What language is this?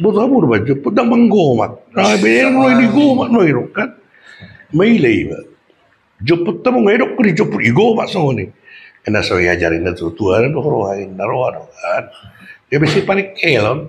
Batak Toba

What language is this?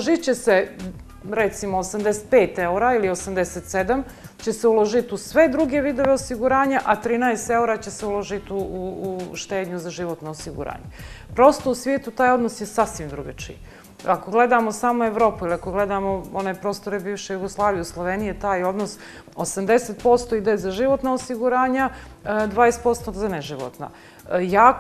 Bosnian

